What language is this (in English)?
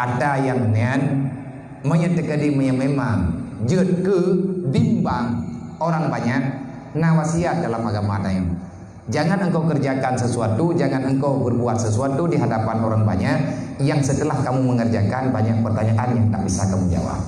Achinese